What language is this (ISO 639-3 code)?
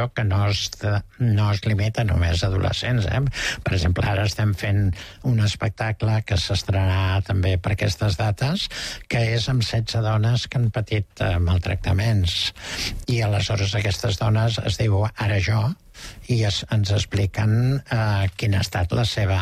cat